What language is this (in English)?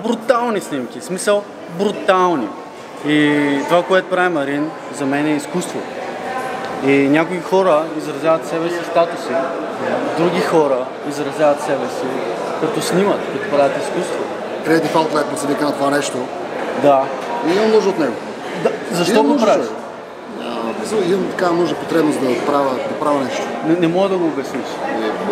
Bulgarian